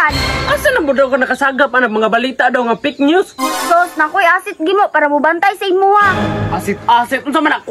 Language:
Cebuano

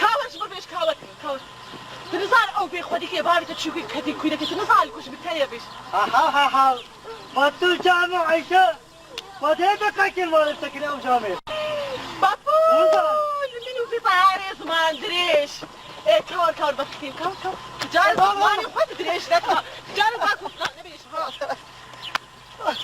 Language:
Kurdish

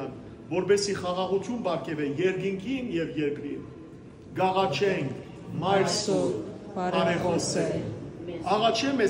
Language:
Western Armenian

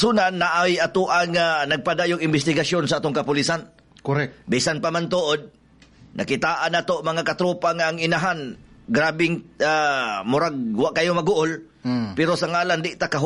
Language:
Cebuano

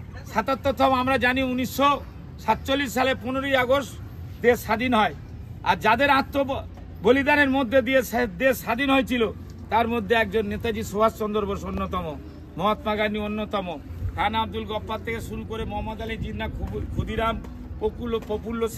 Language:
Bangla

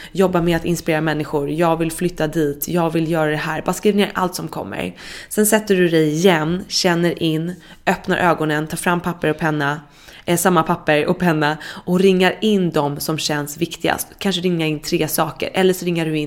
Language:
Swedish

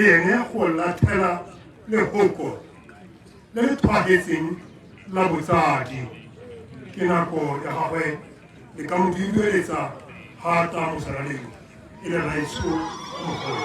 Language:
Tswana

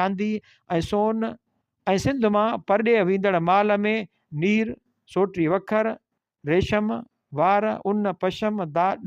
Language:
Sindhi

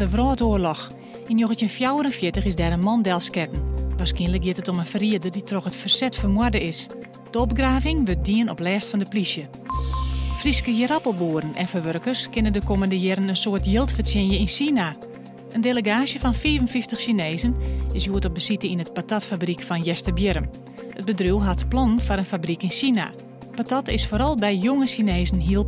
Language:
Western Frisian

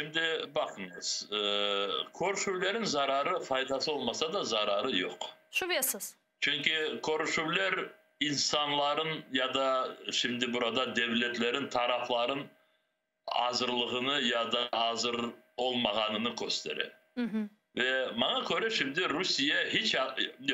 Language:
Crimean Tatar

